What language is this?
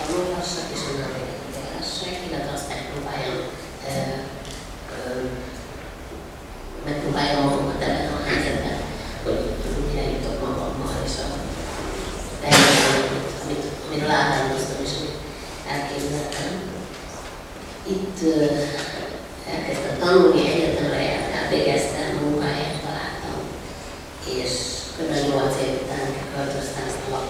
Hungarian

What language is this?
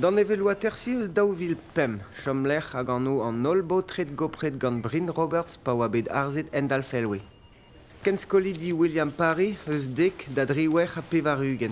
Breton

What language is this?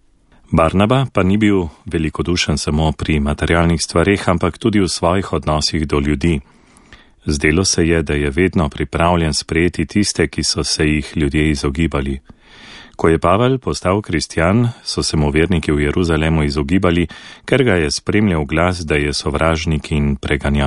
Slovenian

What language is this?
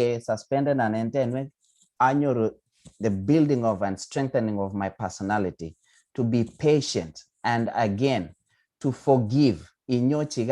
Kalenjin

